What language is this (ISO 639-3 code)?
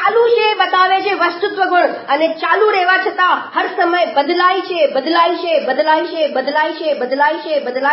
guj